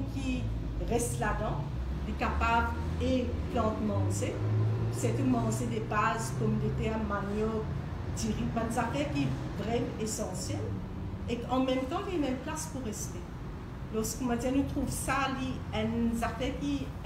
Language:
Morisyen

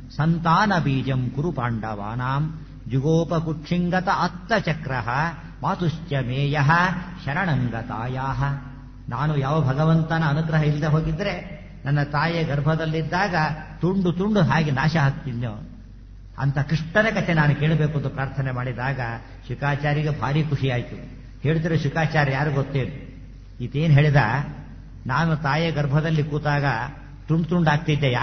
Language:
Kannada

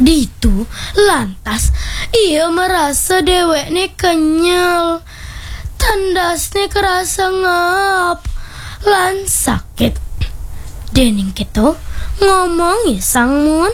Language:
Balinese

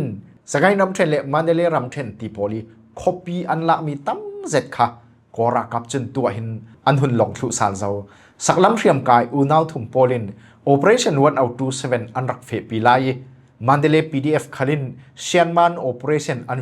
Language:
Falam Chin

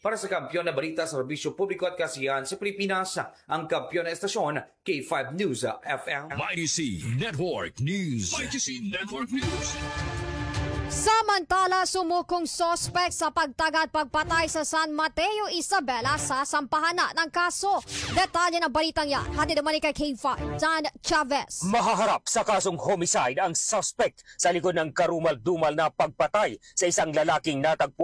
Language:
Filipino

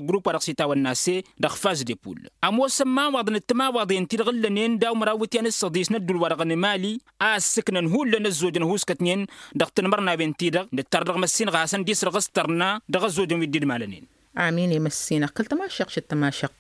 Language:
Tamasheq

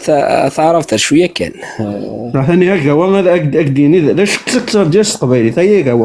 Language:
Kabyle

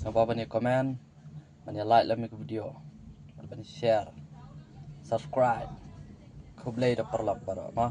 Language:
Khasi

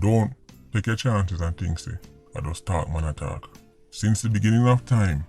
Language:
Jamaican Creole English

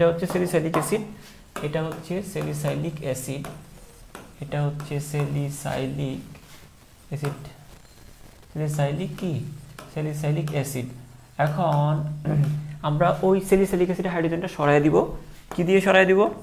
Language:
Bangla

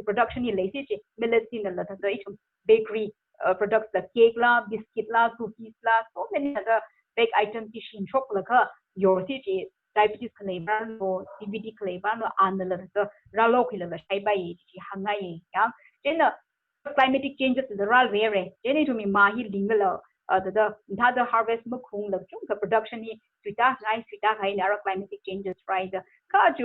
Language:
Tangkhul Naga (India)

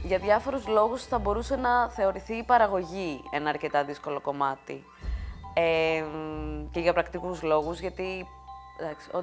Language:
Greek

